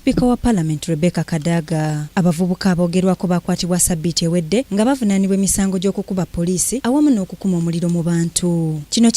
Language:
Ganda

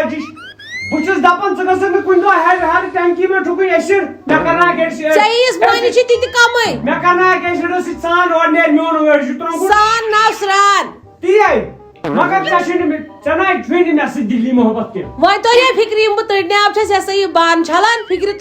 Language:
Kashmiri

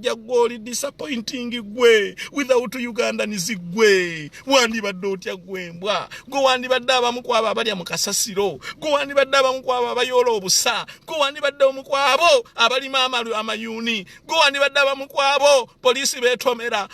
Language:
Ganda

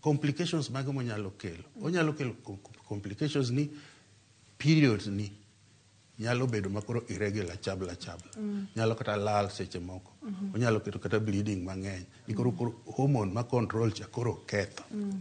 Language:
Luo (Kenya and Tanzania)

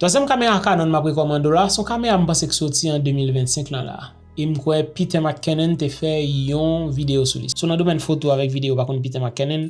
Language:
Haitian Creole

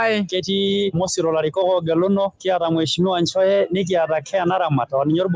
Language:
Masai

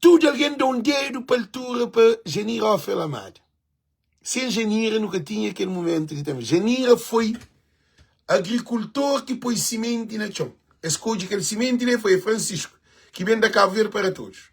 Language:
Kabuverdianu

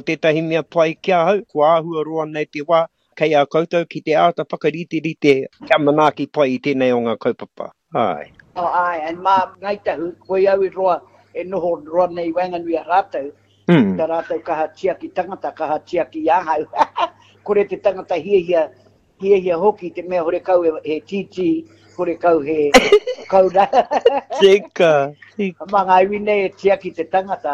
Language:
Māori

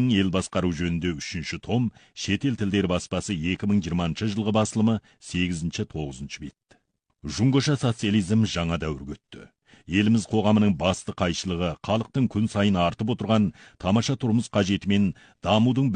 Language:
Kazakh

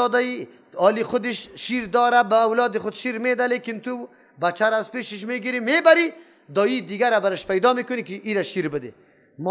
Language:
Persian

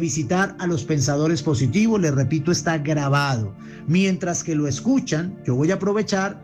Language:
Spanish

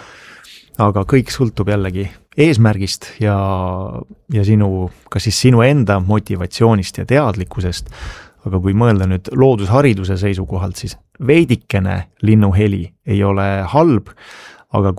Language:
Estonian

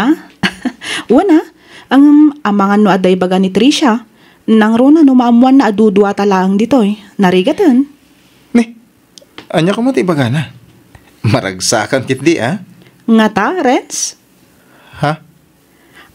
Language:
Iloko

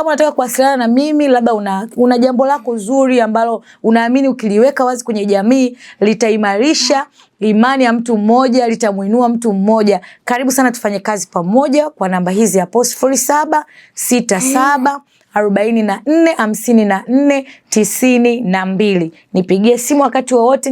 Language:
Swahili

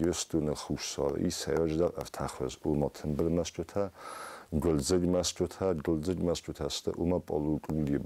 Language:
Ossetic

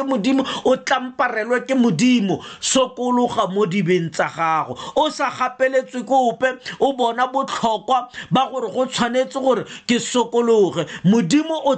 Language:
Tswana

